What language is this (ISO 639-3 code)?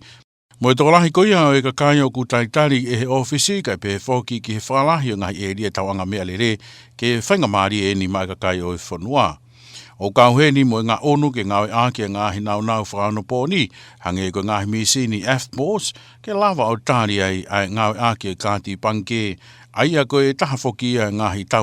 ton